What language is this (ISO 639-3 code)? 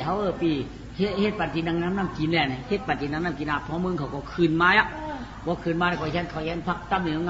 shn